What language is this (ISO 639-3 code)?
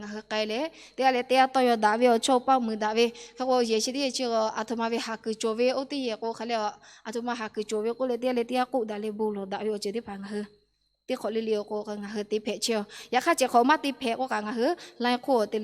lhu